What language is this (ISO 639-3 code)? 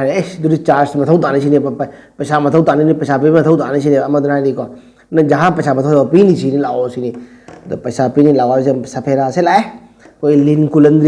mni